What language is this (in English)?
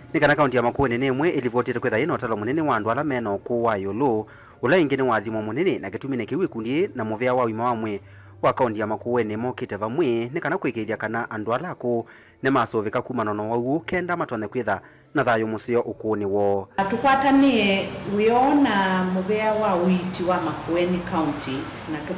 Kamba